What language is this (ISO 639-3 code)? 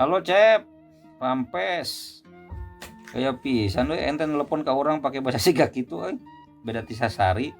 sun